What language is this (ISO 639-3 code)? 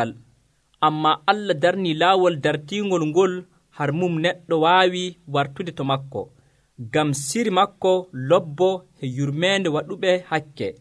fuv